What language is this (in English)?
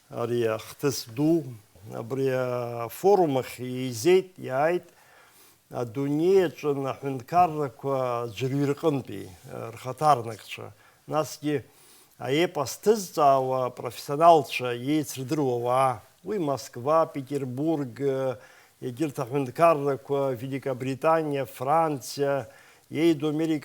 Abkhazian